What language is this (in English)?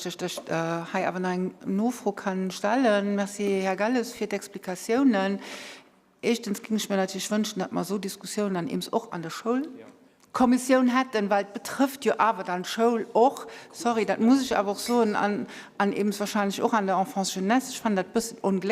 Luxembourgish